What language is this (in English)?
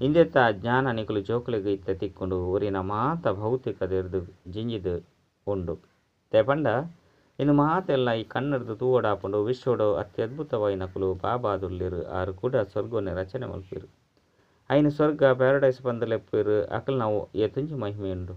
Tulu